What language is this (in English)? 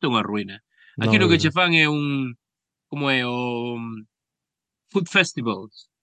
Galician